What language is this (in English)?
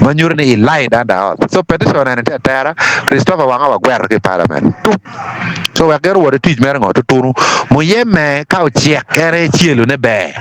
Acoli